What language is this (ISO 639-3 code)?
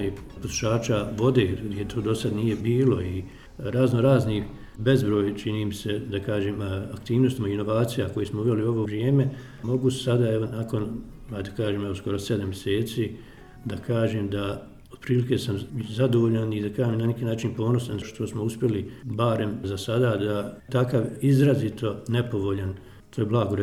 bos